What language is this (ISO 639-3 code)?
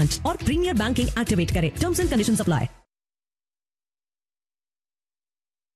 hin